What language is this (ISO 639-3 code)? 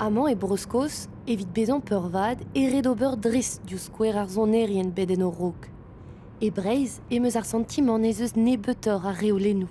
bre